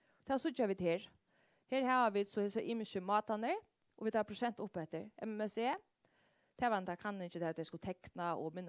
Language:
Faroese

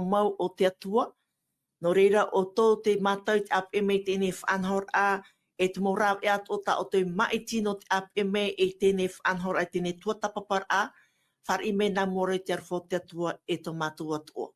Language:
Tahitian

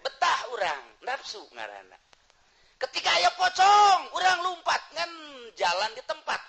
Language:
Sundanese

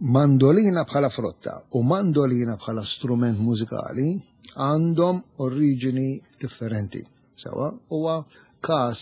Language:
Maltese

